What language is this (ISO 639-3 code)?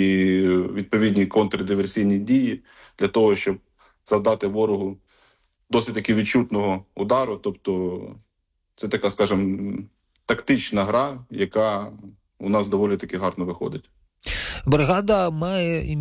ukr